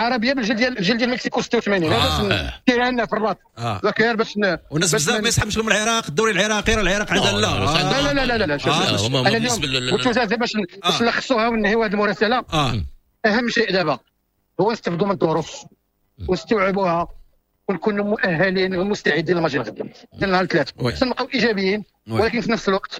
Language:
Moroccan Arabic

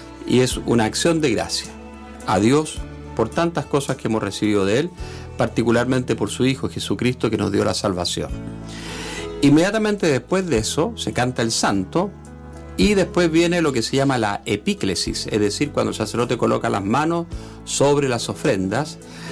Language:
Spanish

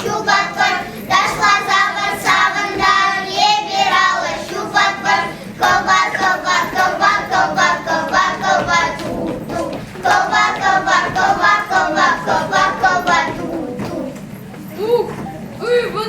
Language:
Chuvash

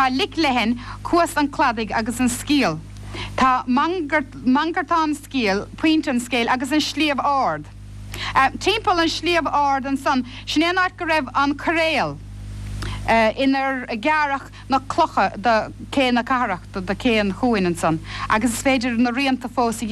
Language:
Irish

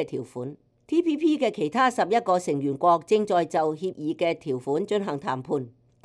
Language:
Cantonese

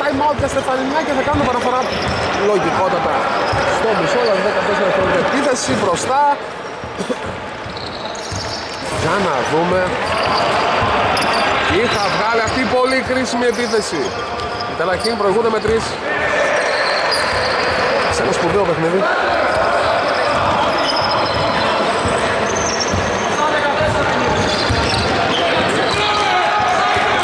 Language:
Greek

